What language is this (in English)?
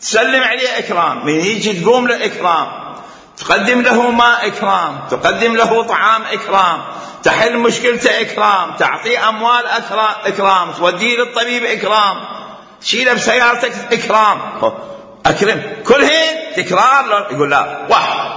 Mesopotamian Arabic